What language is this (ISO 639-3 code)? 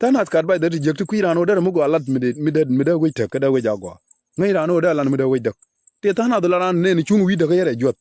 nus